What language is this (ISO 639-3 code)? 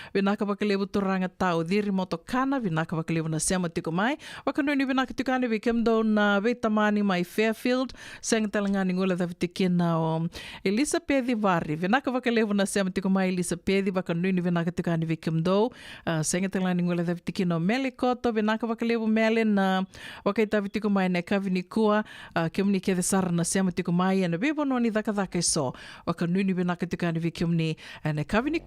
fij